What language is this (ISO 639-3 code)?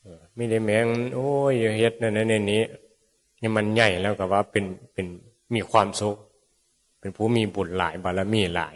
tts